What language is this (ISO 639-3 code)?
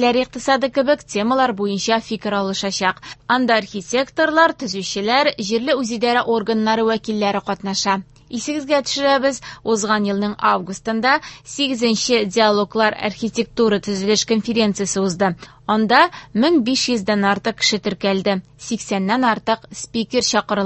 tat